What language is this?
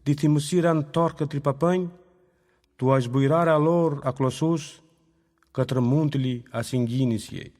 Aromanian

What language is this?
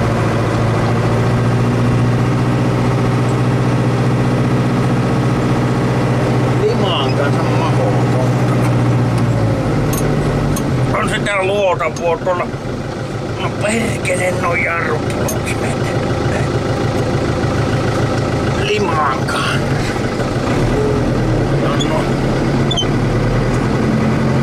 Finnish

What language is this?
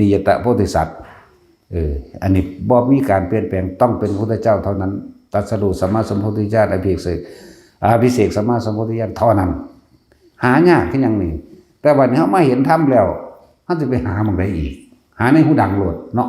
Northeastern Thai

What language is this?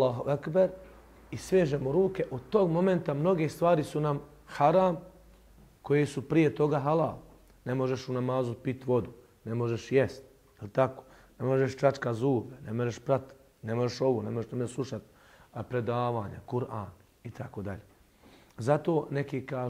Bosnian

